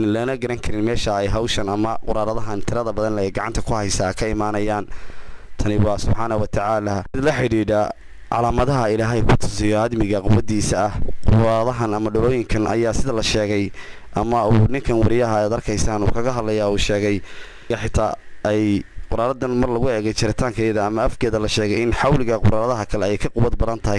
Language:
Somali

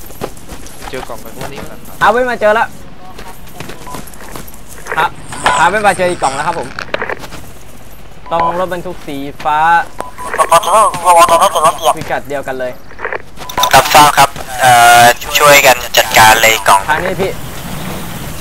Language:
Thai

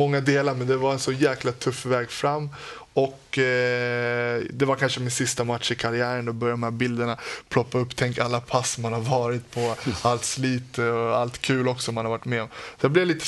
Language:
Swedish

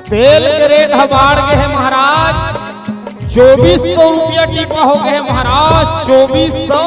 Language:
Chhattisgarhi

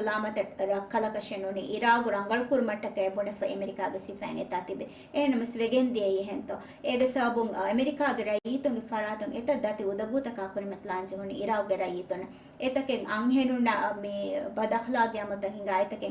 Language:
Divehi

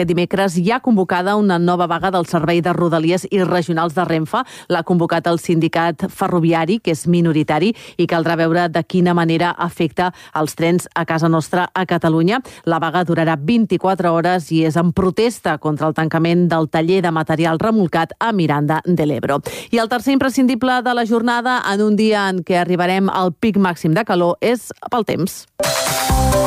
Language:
Catalan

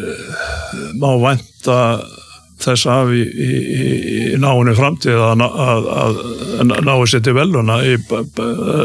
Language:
Icelandic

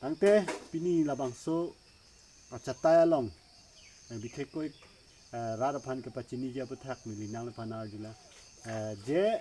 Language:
Karbi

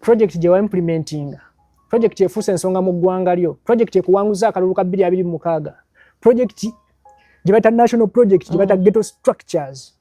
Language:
Ganda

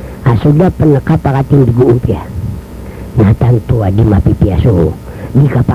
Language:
Maranao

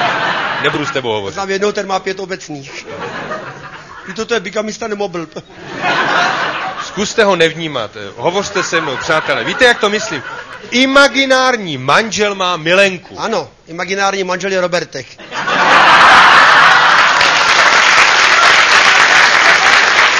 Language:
Czech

